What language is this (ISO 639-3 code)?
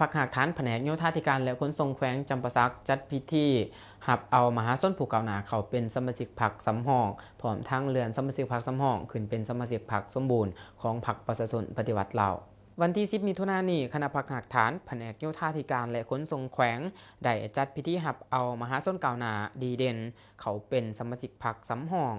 lao